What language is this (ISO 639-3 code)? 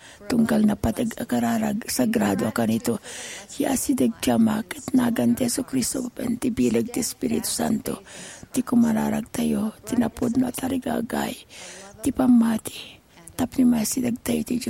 ilo